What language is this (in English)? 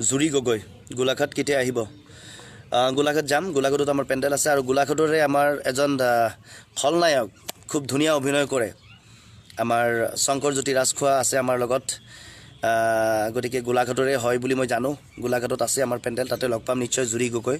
Assamese